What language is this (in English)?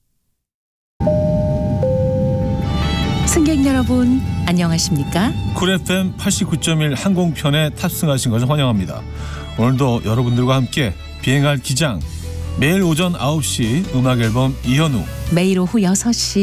Korean